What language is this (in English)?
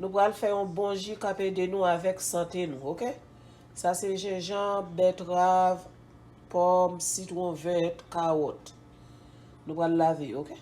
Haitian Creole